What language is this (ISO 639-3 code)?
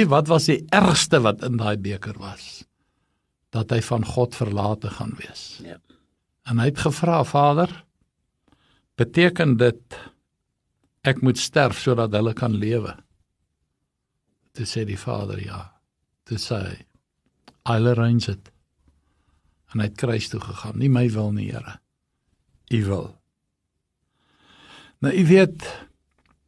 afr